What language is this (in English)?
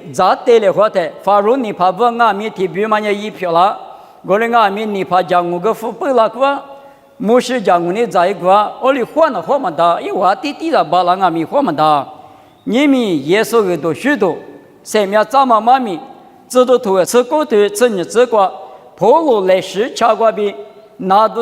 Lisu